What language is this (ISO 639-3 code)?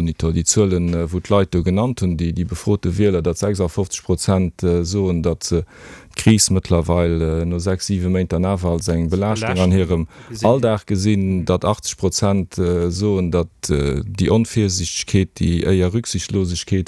ltz